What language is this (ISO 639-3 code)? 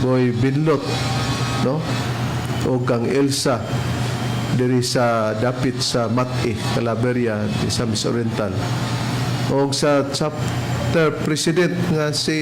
ceb